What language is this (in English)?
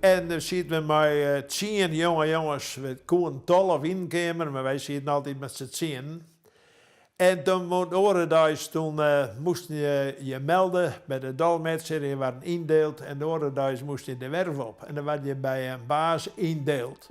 Western Frisian